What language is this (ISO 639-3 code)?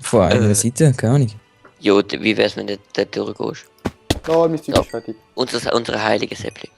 gsw